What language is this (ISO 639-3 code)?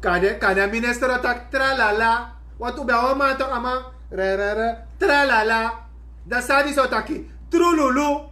srn